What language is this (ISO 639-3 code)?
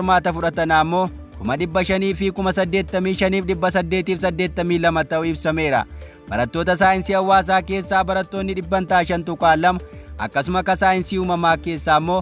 orm